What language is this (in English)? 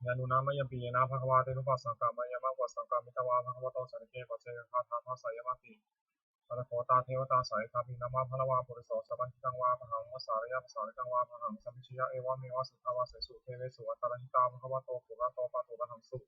Pali